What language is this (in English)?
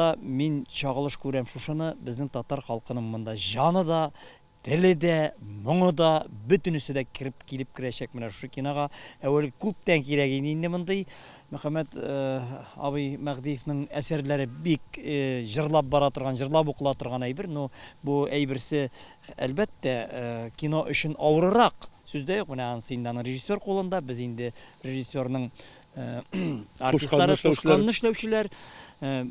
Tatar